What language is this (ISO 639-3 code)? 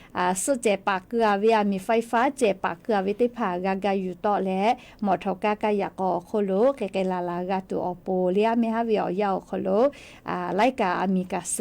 lhu